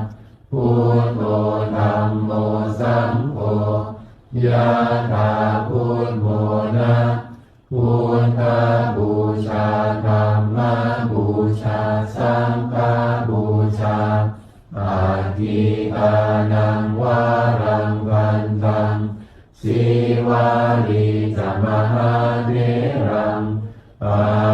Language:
Pali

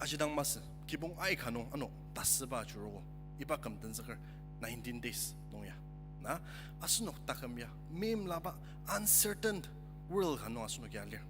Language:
Ao Naga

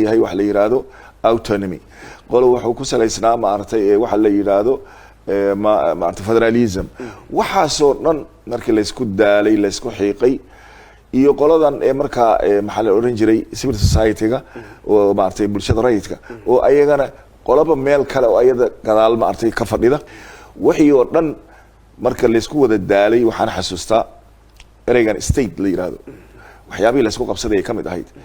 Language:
Somali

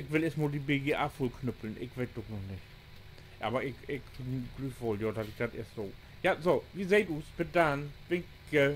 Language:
Low German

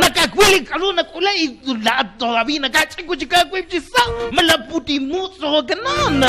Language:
Kekchí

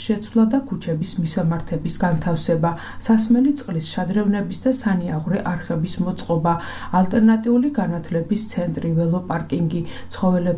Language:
Georgian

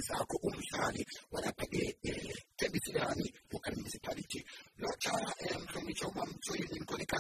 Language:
South Ndebele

